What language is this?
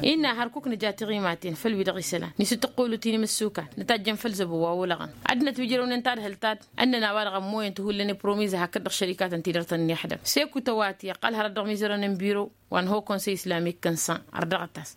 Tamasheq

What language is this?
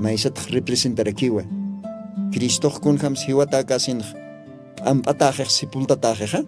Aymara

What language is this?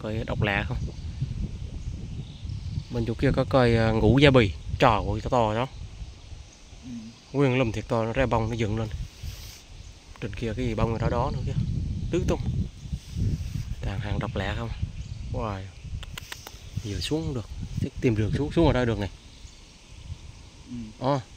Vietnamese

